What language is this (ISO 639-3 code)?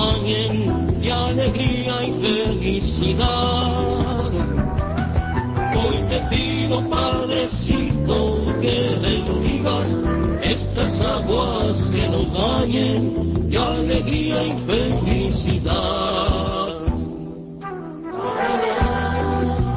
spa